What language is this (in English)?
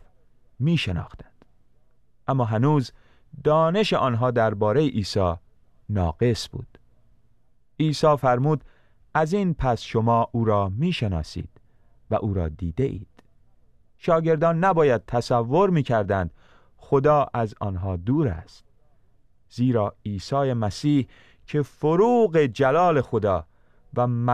Persian